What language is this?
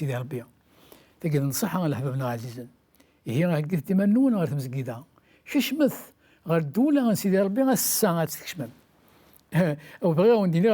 Kabyle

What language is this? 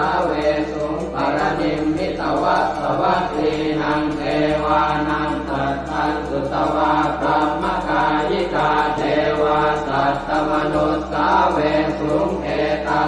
Pali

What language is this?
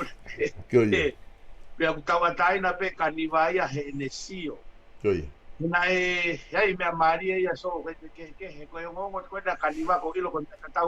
Tongan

